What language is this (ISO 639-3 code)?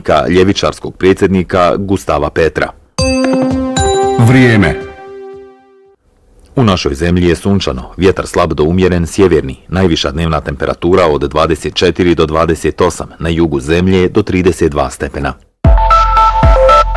bos